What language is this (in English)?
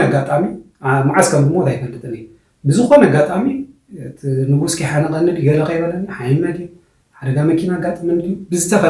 Tigrinya